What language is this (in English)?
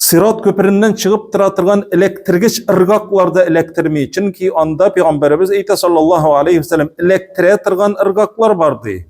Tatar